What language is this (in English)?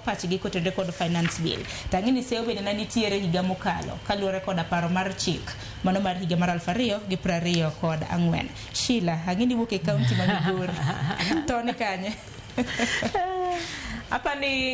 Luo (Kenya and Tanzania)